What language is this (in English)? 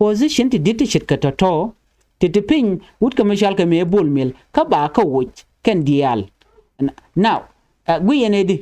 Nuer